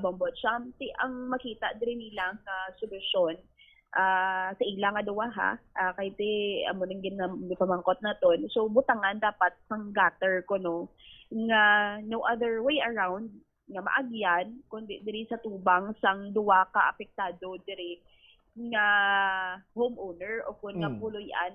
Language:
Hiligaynon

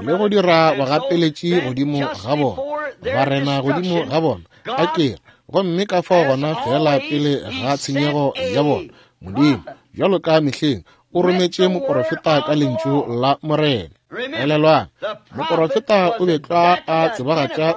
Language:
Northern Sotho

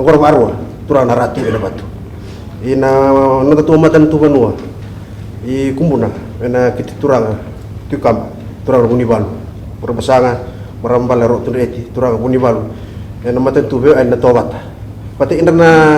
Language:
Fijian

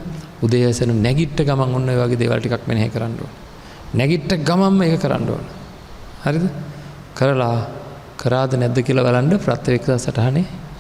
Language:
Sinhala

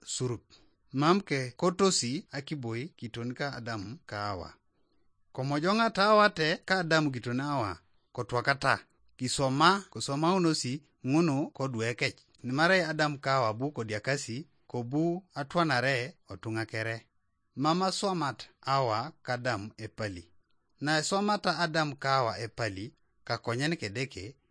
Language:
Teso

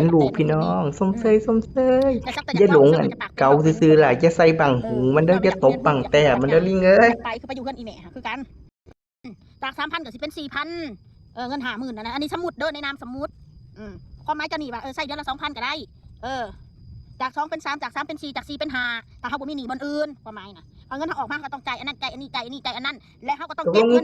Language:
Northeastern Thai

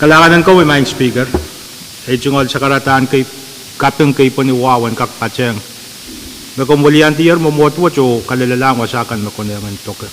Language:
Pohnpeian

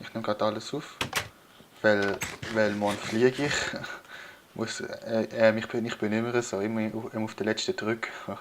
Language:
Swiss German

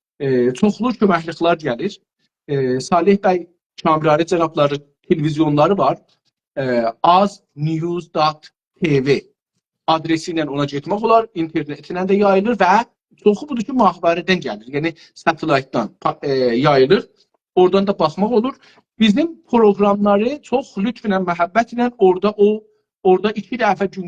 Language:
South Azerbaijani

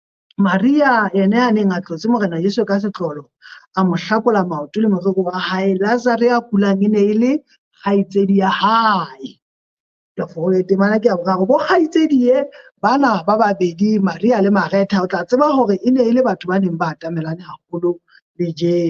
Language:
Southern Sotho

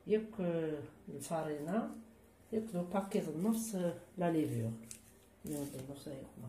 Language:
Kabyle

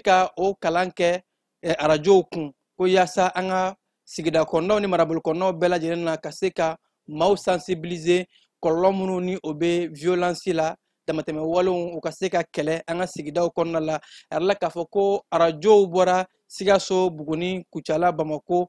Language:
Bambara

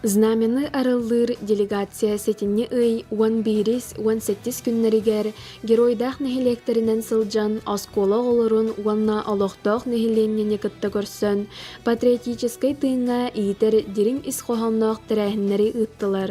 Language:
Yakut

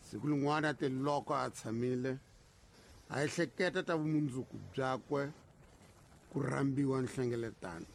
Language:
Tsonga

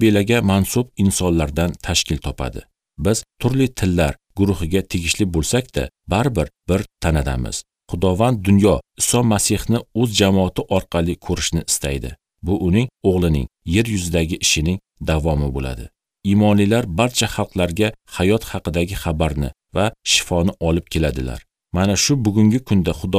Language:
Uzbek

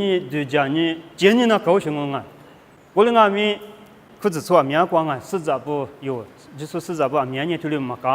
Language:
Lisu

